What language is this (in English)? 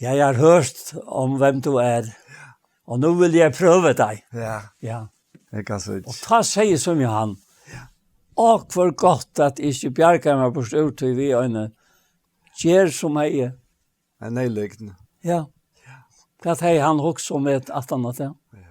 Faroese